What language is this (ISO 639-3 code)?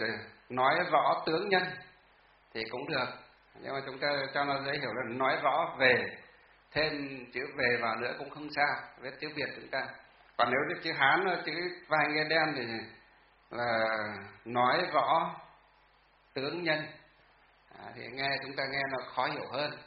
vie